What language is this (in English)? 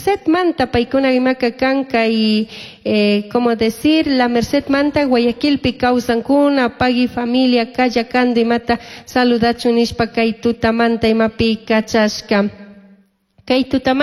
Chimborazo Highland Quichua